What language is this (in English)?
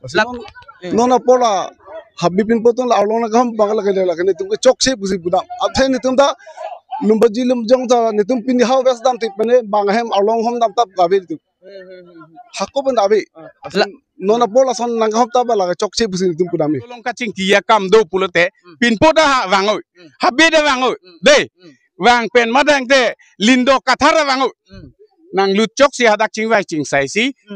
Karbi